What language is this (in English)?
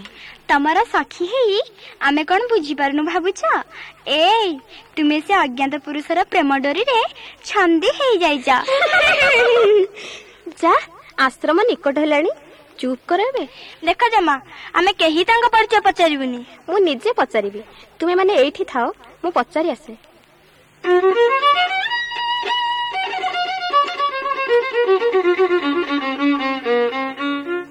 Odia